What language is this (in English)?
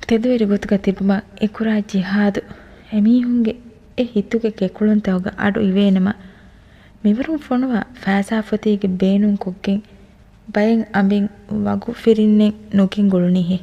Divehi